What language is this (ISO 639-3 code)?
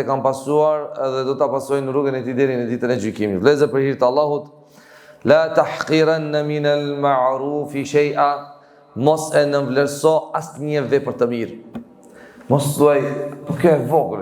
sqi